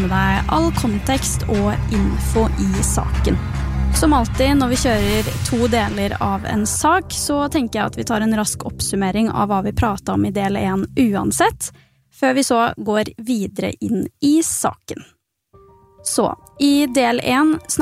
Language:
Norwegian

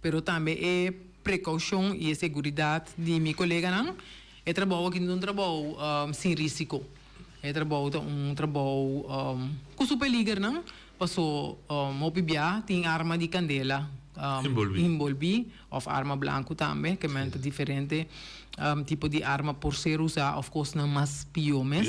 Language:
Papiamento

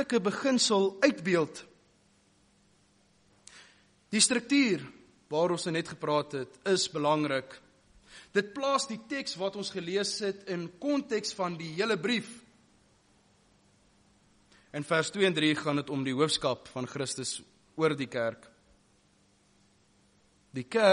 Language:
Afrikaans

